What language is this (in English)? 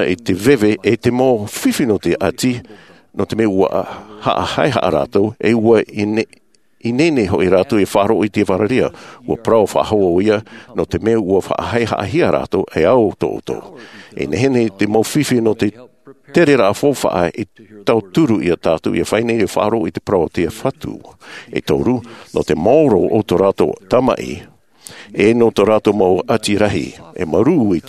Tahitian